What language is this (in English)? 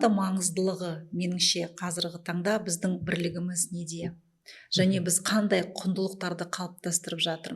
Kazakh